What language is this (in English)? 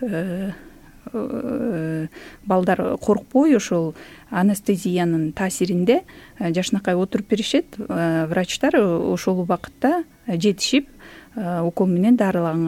Kyrgyz